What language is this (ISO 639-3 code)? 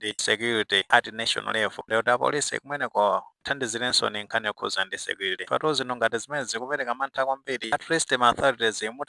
nya